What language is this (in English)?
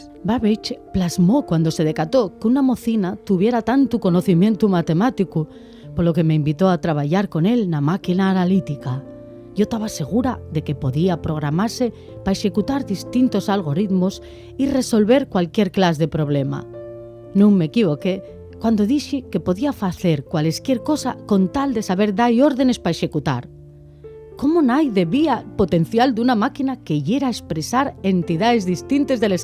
Asturian